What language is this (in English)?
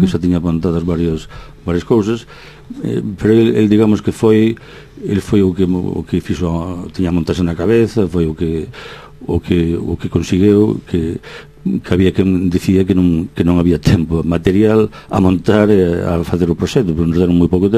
Galician